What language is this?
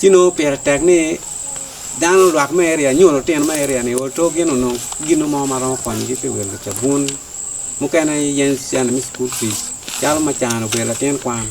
Acoli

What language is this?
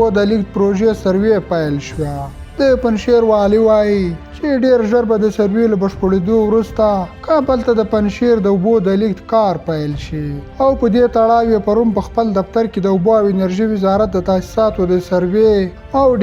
Pashto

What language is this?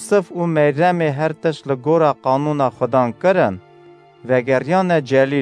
Kurdish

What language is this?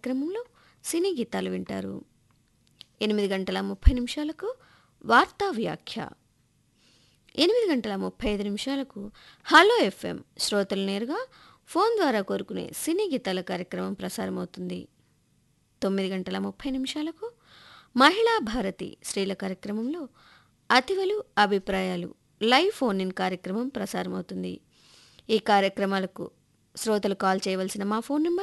Telugu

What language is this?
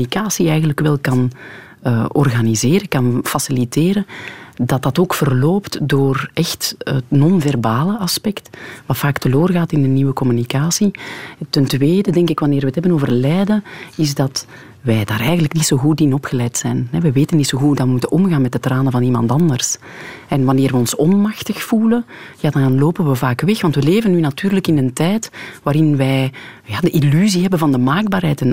Dutch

